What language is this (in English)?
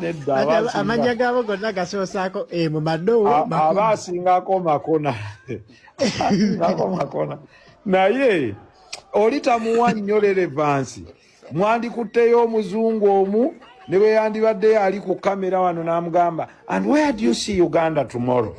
Ganda